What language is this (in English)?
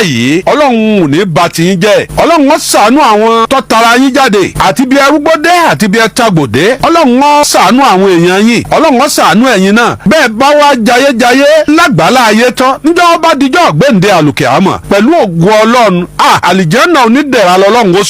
Yoruba